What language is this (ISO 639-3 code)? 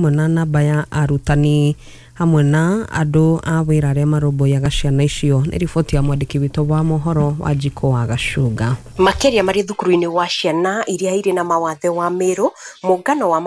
kik